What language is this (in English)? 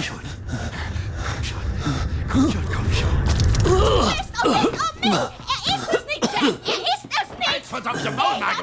Swiss German